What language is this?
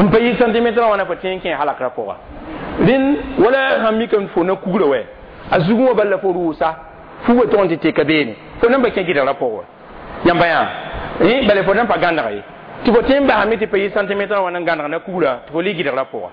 Mossi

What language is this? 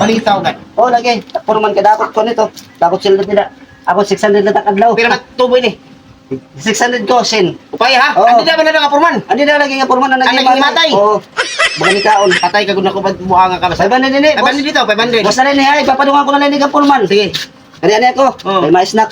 Waray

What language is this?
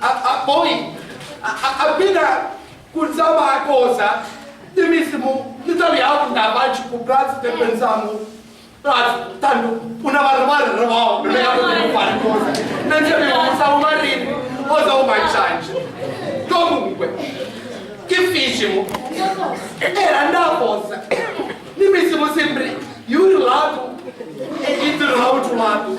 Sicilian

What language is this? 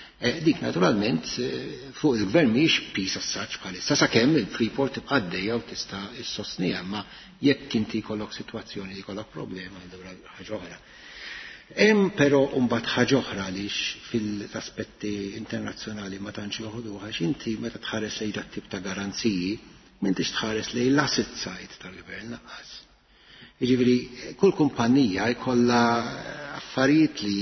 Maltese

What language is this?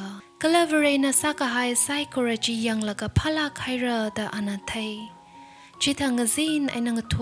Tangkhul Naga (India)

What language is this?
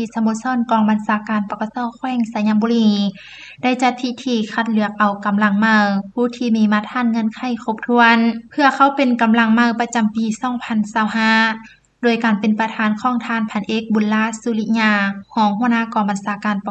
Lao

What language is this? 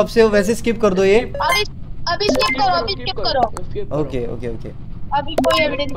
Hindi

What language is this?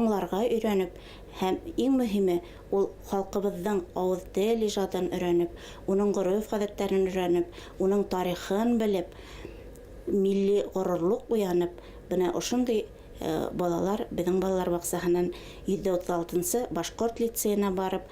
Bashkir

